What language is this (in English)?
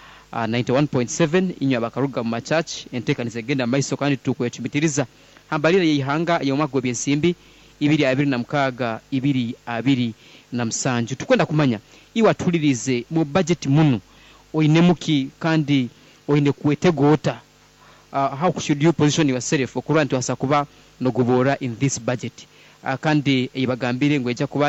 Nyoro